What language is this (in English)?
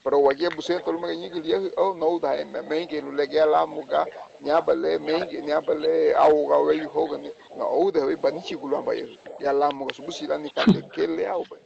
Garifuna